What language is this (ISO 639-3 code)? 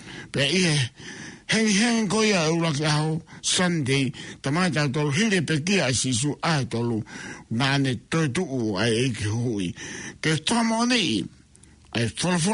ton